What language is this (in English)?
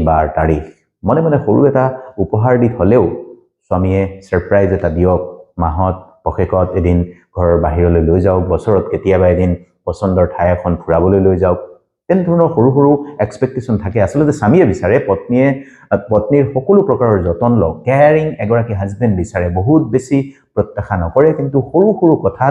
Assamese